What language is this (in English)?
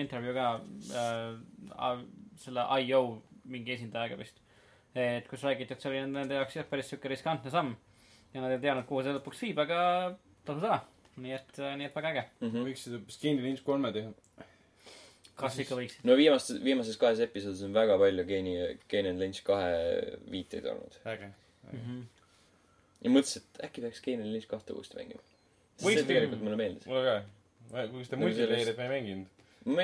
Estonian